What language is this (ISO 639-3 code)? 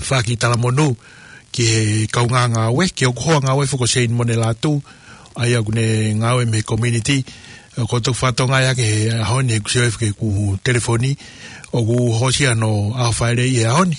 ton